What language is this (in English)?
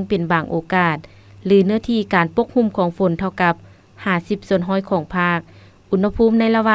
Lao